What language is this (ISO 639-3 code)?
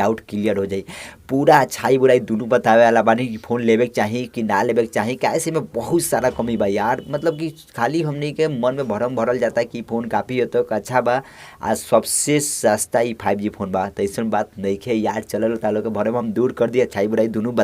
bho